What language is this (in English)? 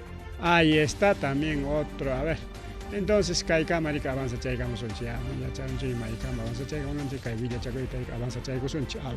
Ayacucho Quechua